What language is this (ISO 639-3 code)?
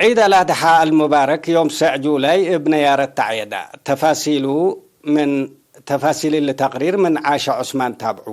tig